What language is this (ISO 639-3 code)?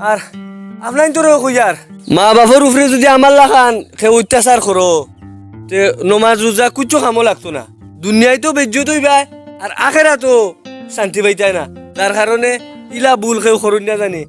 syl